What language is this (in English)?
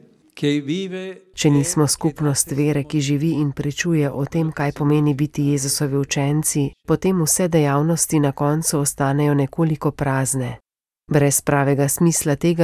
Slovenian